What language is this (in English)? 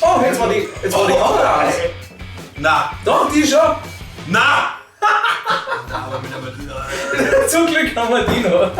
Bavarian